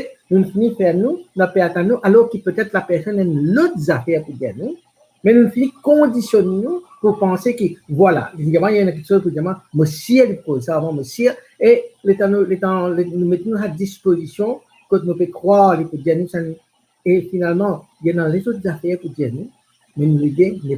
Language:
Morisyen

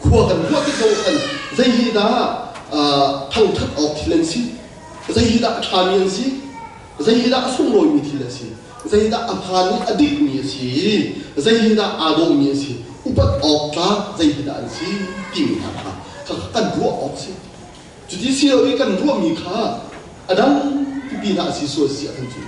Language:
Hakha Chin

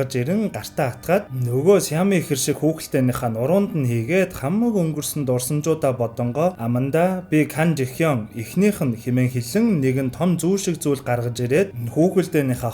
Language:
Mongolian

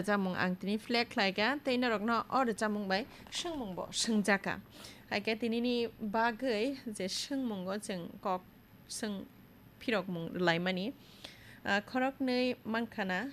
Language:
Kok Borok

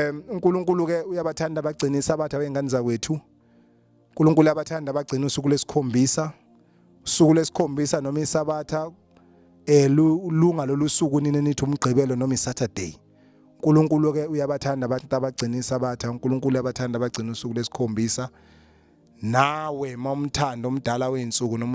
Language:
Zulu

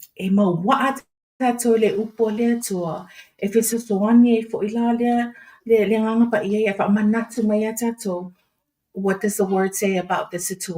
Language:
Samoan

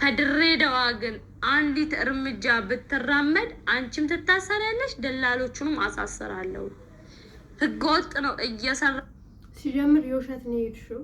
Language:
Amharic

